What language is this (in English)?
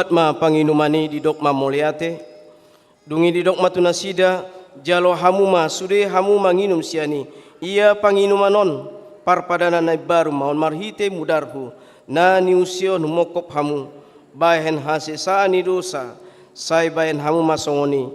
Batak Toba